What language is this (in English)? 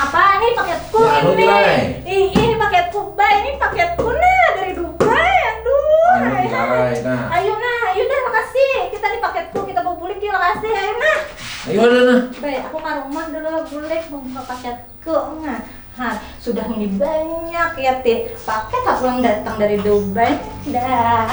Banjar